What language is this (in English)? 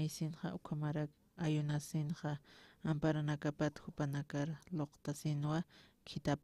Aymara